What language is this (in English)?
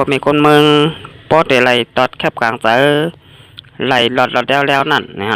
Shan